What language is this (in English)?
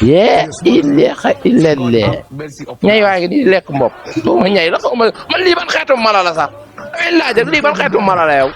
Wolof